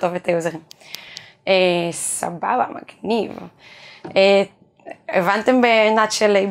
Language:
Hebrew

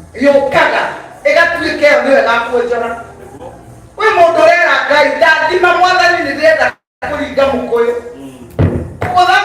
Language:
Kikuyu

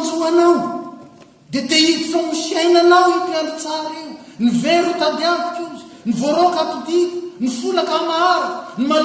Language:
Malagasy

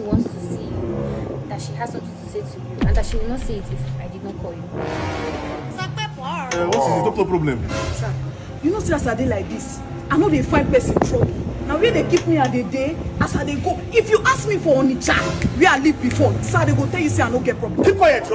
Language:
Nigerian Pidgin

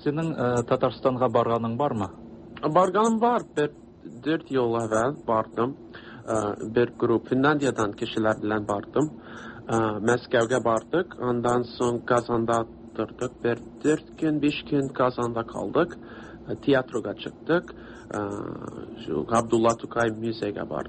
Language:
Tatar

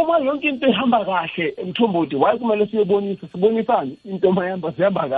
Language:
South Ndebele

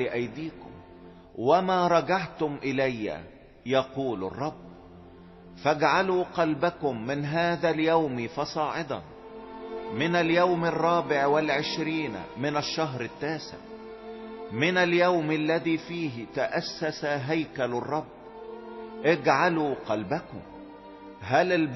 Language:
Egyptian Arabic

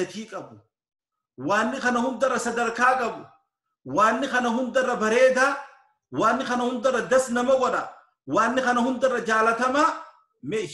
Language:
Oromo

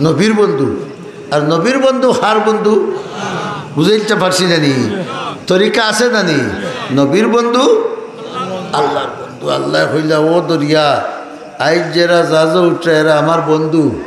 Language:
Sylheti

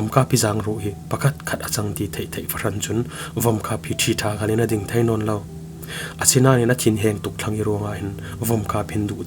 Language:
Falam Chin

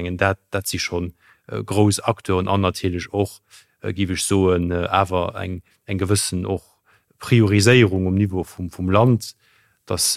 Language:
Luxembourgish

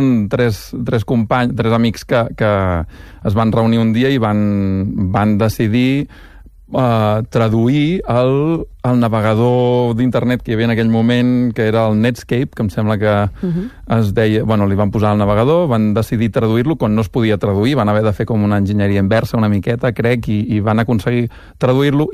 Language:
Catalan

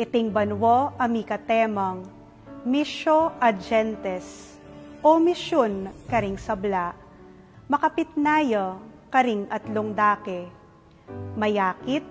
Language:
Pampanga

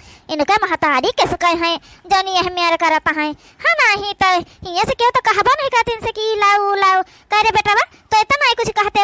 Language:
Awadhi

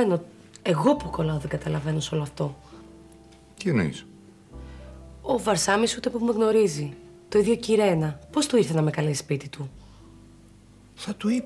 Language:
Greek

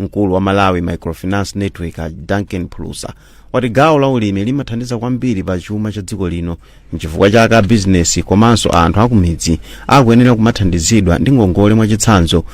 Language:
Nyanja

